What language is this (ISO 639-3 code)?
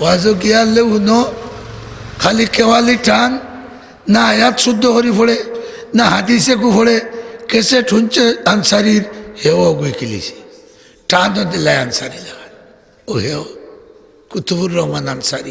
syl